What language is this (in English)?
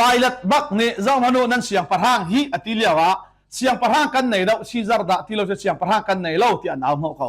Hakha Chin